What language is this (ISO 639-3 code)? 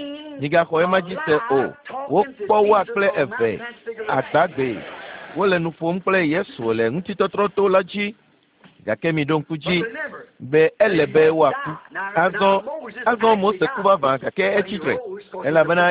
ewe